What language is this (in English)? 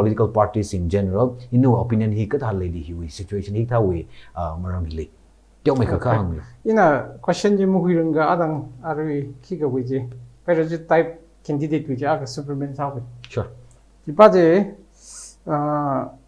Tangkhul Naga (India)